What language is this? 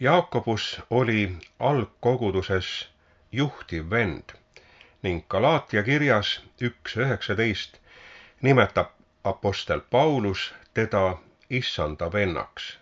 Estonian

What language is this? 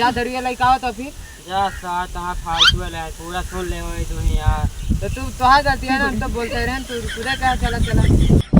Awadhi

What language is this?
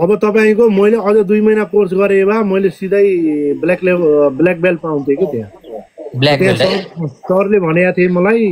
Nepali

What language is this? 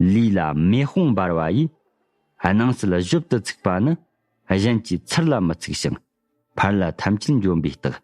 Tibetan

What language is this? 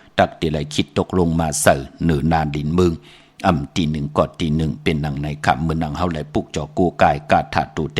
Shan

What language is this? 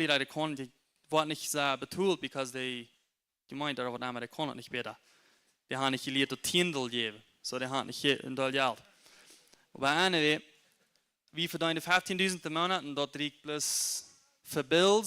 Plautdietsch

